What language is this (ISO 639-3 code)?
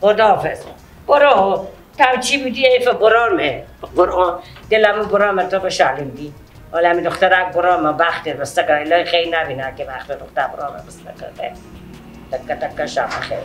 fas